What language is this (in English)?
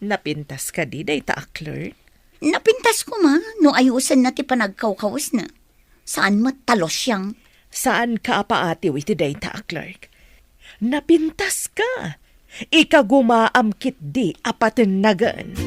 Iloko